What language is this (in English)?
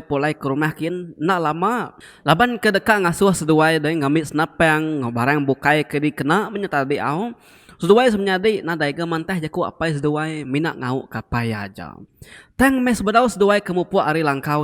Iban